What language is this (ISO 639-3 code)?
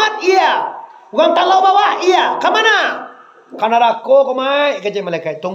min